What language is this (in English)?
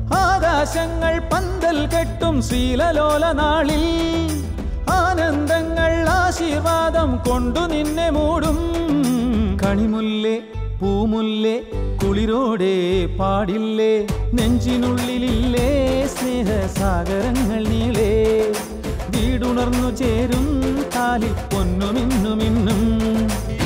Malayalam